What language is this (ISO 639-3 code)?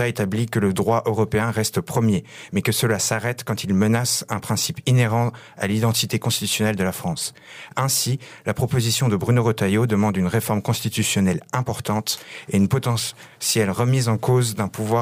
fra